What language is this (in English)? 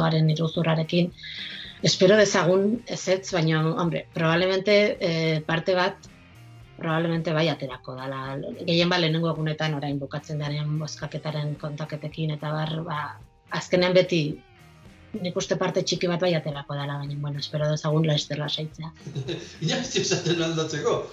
Basque